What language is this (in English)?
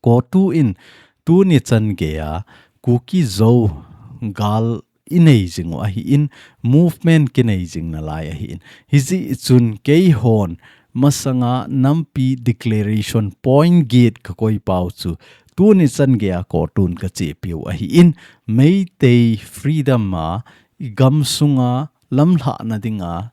Thado Chin